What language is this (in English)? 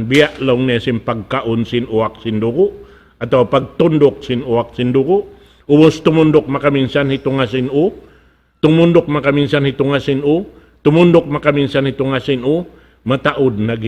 Tausug